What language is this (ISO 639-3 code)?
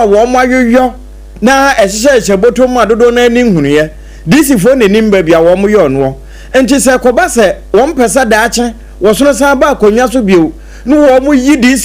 aka